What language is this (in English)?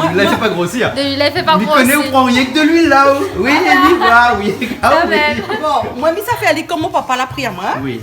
Réunion Creole French